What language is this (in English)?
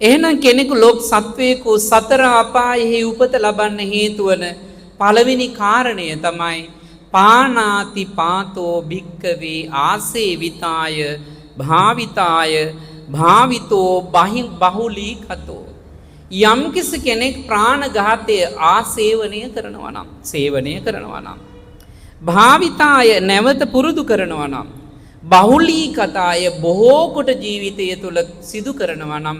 Sinhala